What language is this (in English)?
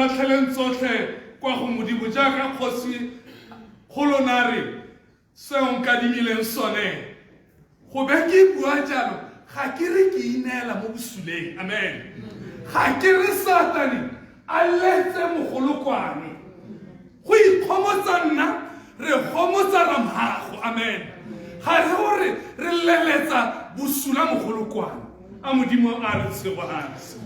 Tswana